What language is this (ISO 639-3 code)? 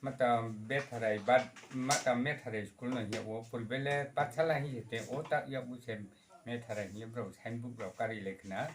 ria